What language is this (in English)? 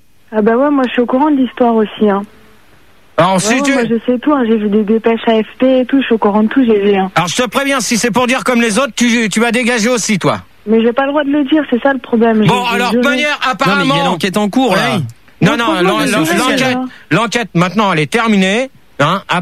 French